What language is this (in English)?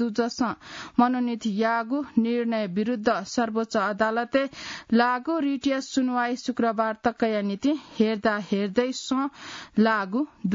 Newari